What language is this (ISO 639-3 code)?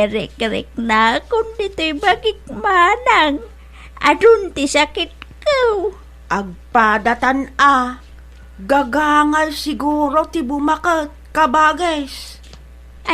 ilo